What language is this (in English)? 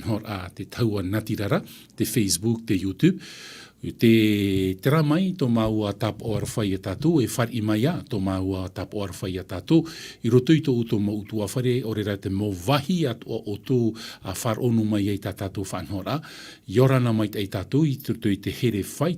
Tahitian